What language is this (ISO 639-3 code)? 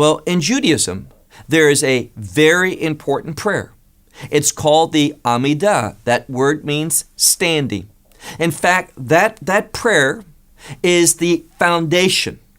eng